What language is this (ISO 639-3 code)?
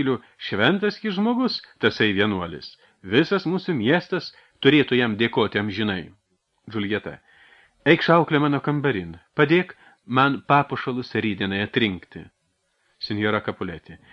lit